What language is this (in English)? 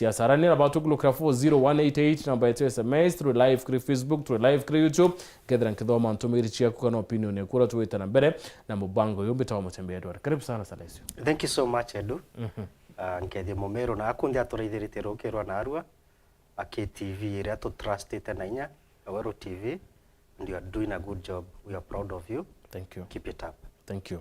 Meru